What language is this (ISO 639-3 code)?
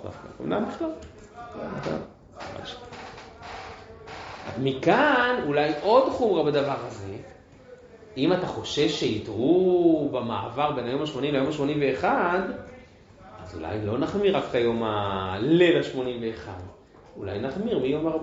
heb